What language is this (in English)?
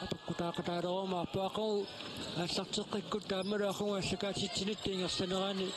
Kalaallisut